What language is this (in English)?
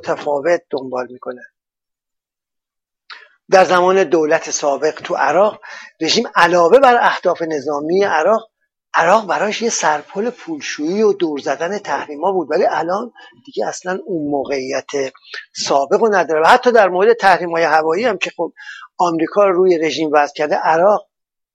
Persian